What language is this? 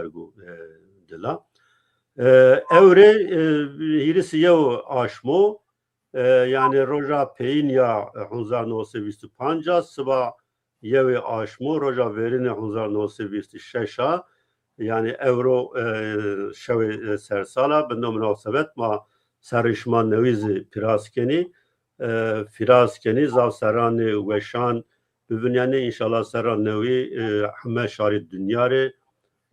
Zaza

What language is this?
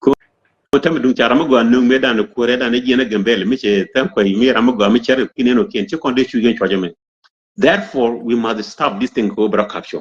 Nuer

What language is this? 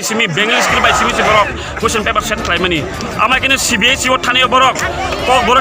Kok Borok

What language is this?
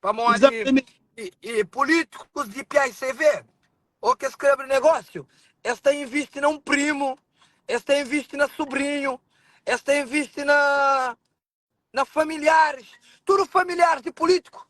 Kabuverdianu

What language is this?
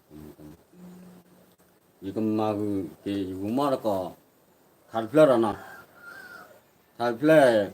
S'gaw Karen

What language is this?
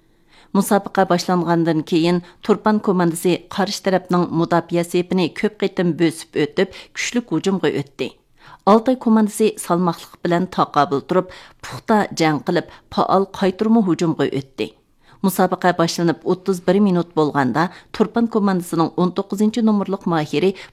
Uyghur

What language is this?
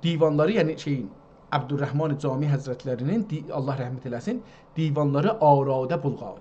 South Azerbaijani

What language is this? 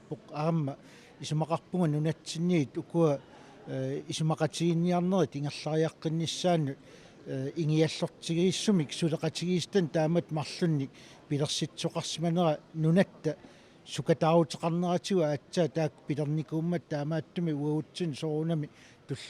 Kalaallisut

